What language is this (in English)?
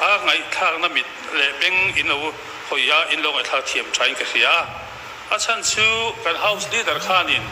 Mizo